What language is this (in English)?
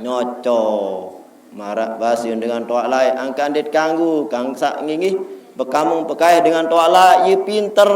Sasak